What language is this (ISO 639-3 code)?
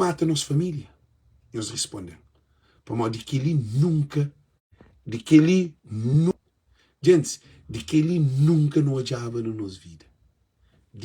kea